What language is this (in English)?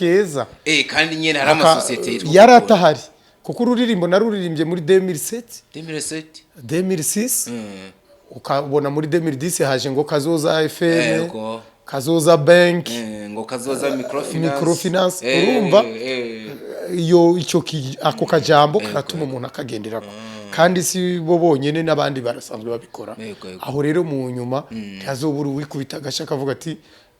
Rundi